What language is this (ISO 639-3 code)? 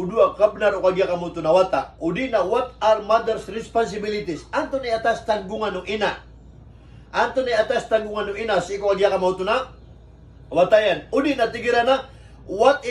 mrw